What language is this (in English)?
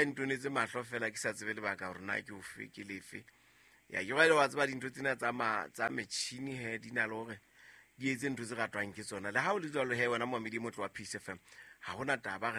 Southern Sotho